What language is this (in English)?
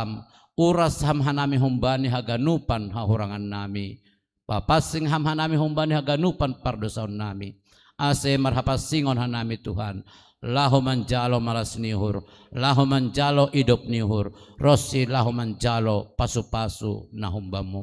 Batak Simalungun